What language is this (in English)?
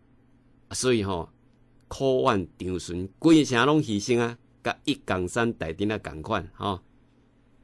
Min Nan Chinese